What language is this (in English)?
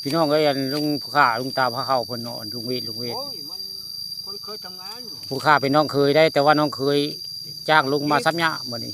Northeastern Thai